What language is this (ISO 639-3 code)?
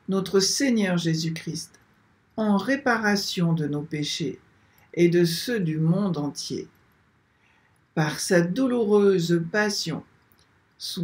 fra